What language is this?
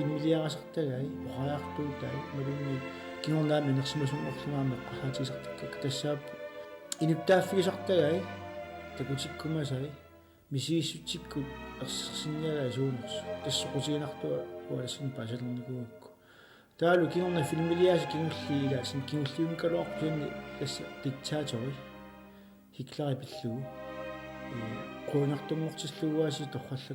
Kalaallisut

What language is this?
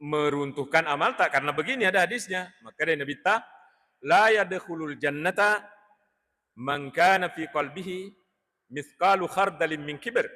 Buginese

